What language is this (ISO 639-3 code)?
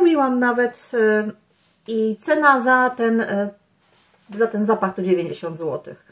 pol